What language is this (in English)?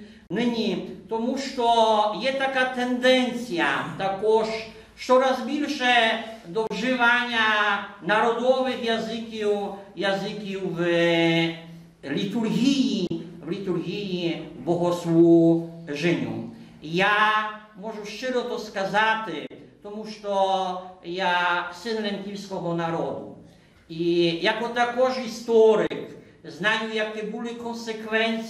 Rusyn